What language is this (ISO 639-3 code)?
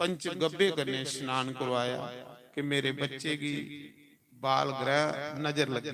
doi